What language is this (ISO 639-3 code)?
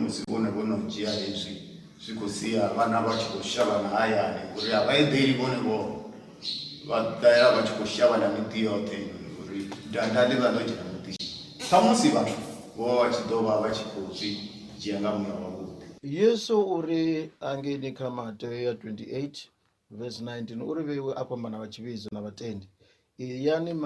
ven